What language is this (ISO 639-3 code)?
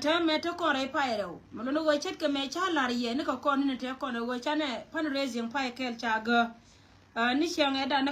nus